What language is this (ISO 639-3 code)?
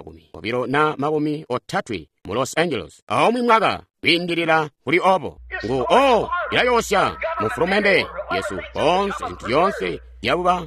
toi